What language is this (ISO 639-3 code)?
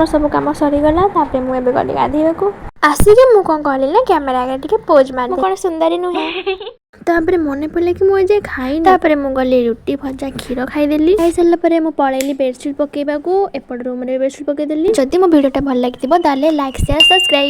ori